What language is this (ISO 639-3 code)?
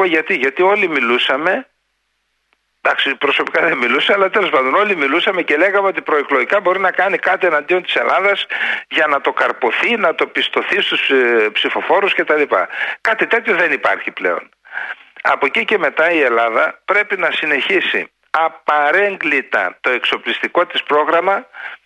ell